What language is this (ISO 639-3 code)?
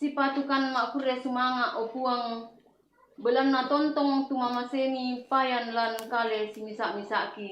sda